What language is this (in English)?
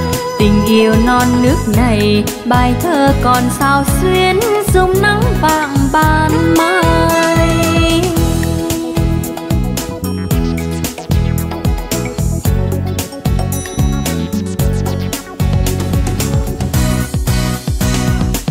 Vietnamese